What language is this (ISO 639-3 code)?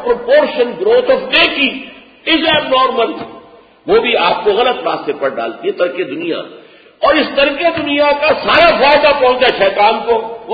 urd